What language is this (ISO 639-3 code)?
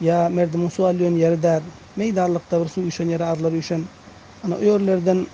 tuk